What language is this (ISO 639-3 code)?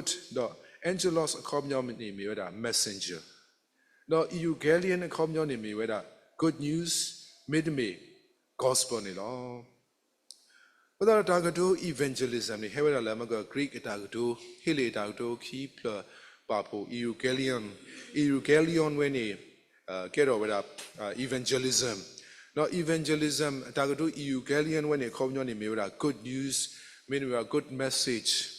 ksw